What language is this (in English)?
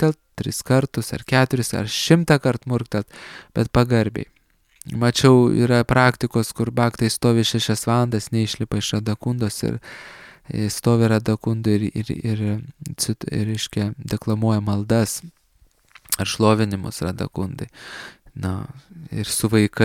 Lithuanian